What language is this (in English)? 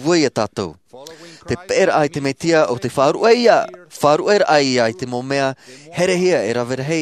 Tahitian